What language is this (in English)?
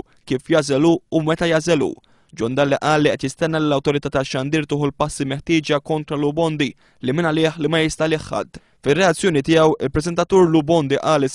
Maltese